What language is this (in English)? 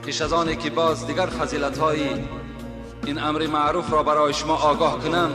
Tajik